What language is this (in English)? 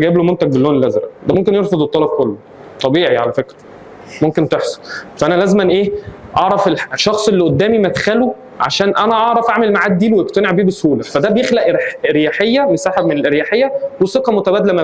Egyptian Arabic